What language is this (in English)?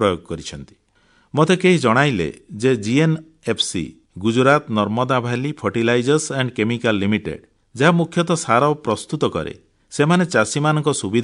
Odia